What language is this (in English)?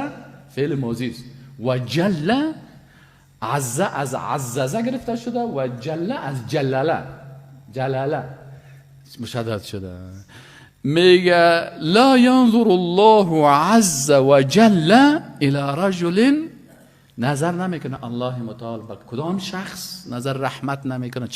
Persian